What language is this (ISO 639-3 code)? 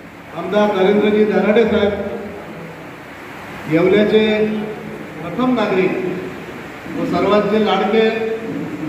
mar